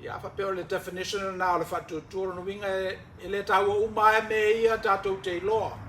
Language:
Samoan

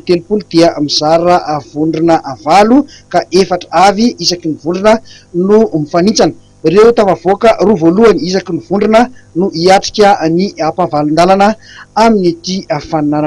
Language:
Malagasy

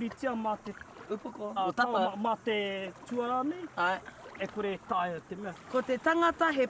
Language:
Māori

